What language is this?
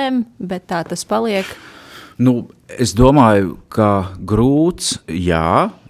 Latvian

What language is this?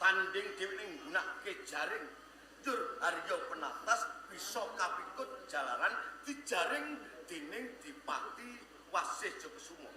Javanese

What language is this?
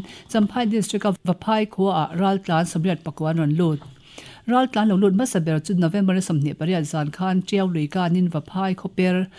Mizo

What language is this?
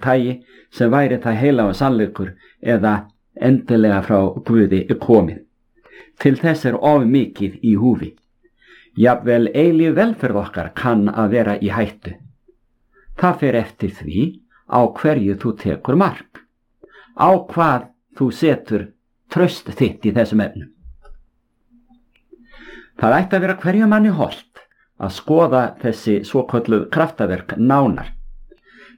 Icelandic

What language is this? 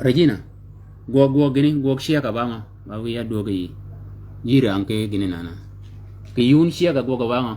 Shilluk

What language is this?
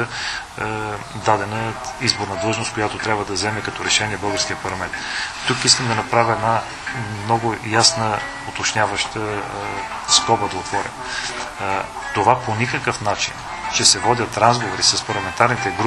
Bulgarian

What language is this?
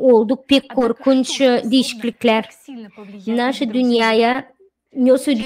Gagauz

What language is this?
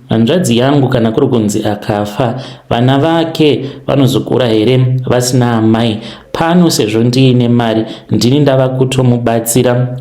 Shona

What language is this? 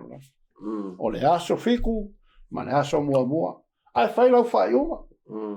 Samoan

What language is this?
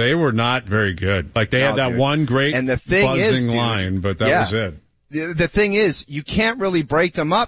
English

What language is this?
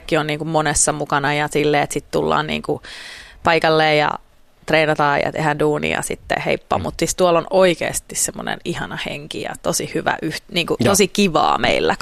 Finnish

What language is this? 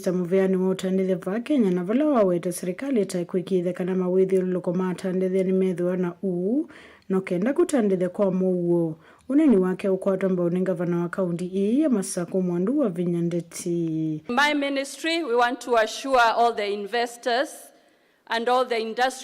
Kamba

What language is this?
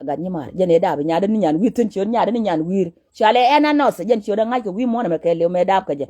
Nuer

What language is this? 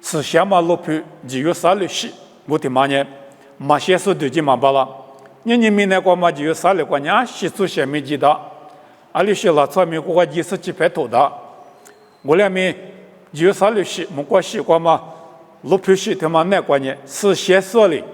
Lisu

